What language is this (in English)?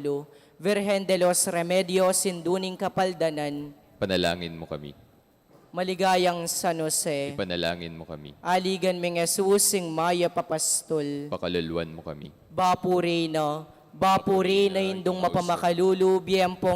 Pampanga